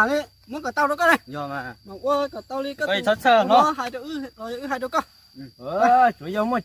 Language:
Hmong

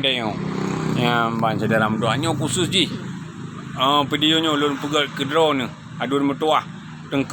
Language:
Achinese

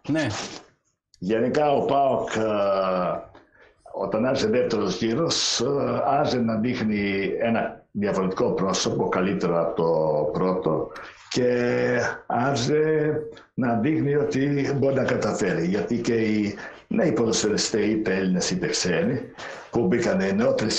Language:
Greek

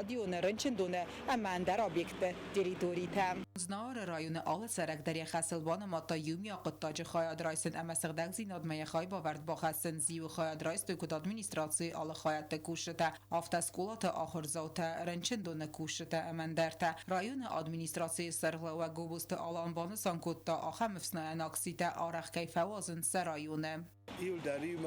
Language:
Ossetic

